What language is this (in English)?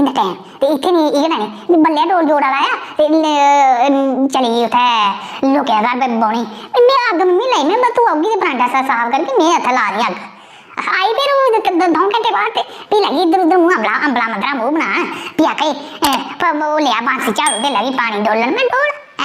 Dogri